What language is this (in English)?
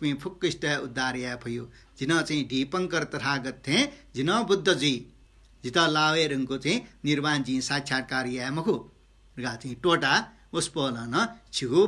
Newari